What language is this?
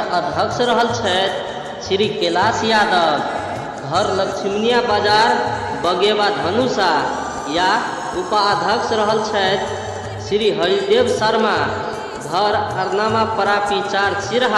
Maithili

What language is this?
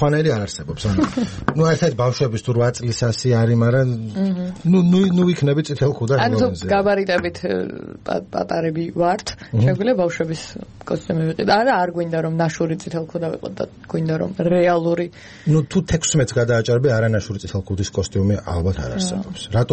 Georgian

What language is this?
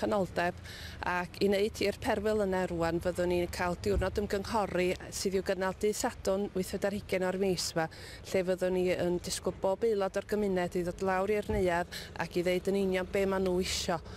Welsh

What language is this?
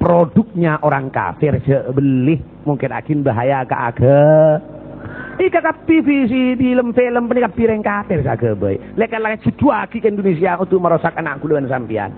Madurese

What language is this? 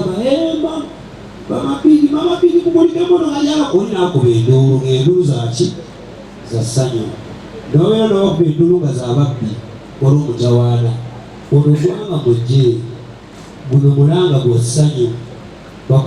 Ganda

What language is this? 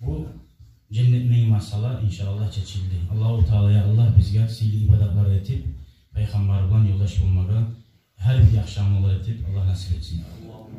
Kumyk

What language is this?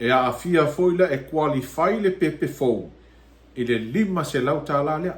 Samoan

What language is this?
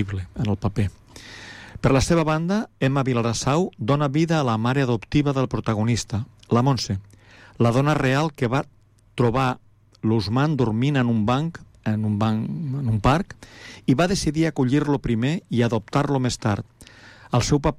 Catalan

